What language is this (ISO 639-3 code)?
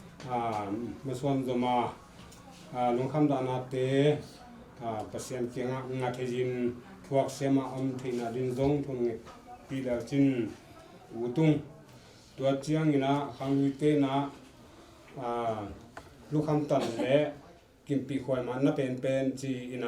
ctd